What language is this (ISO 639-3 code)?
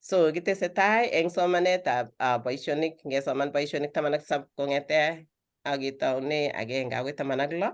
kln